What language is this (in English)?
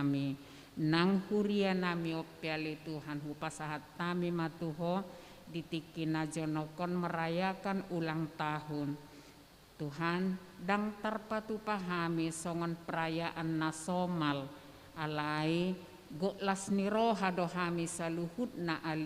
Batak Toba